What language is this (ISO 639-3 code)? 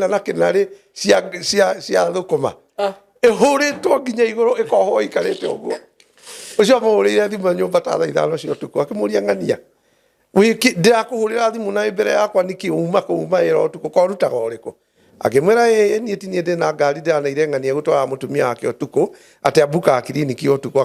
kik